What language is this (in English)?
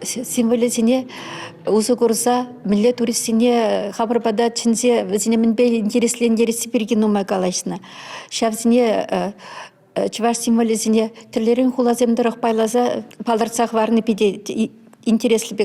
Chuvash